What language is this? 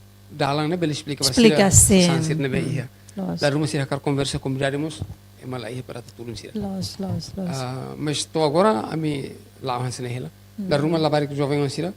Tetum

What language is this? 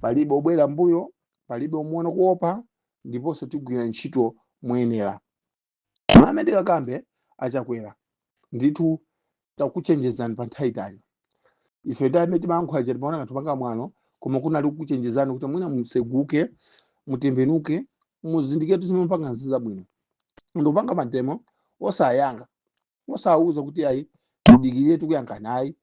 Nyanja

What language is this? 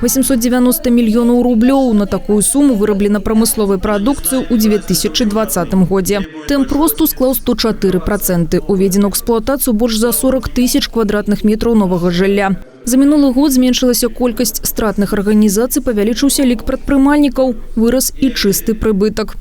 Belarusian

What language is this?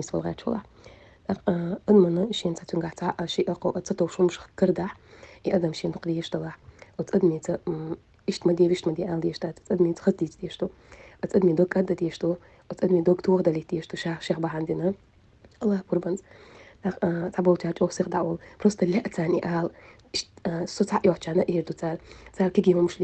Chechen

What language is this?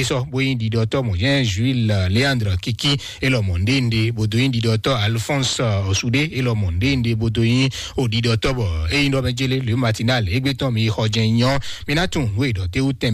Fon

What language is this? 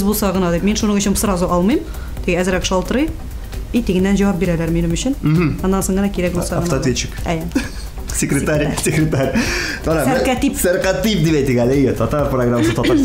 Tatar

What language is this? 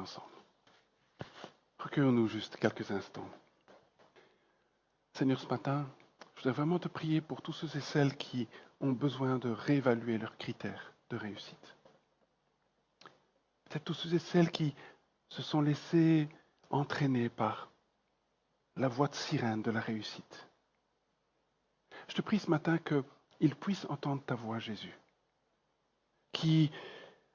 French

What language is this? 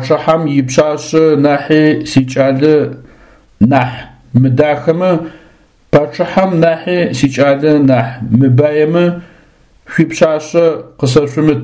Adyghe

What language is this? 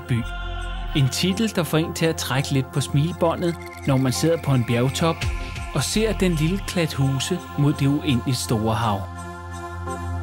Danish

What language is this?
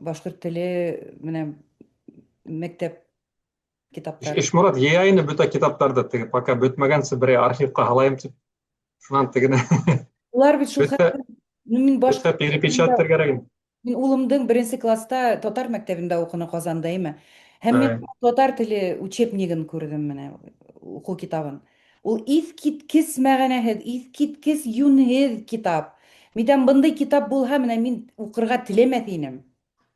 Bashkir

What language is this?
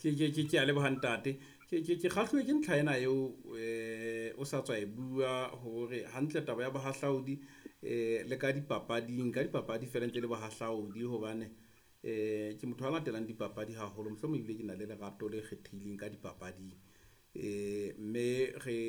Southern Sotho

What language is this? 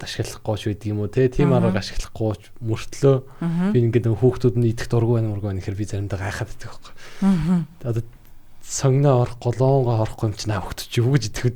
Mongolian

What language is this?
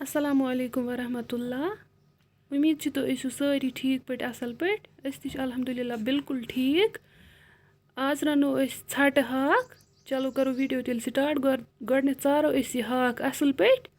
Kashmiri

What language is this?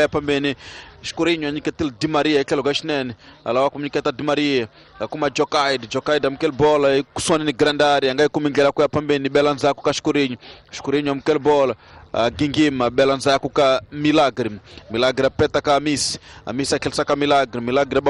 Tsonga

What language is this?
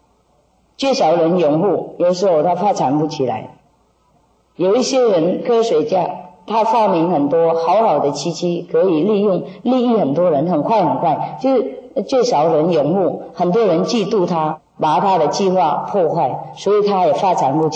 Chinese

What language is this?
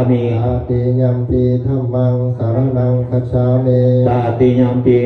Pali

